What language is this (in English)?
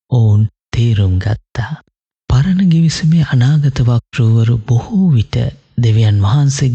Sinhala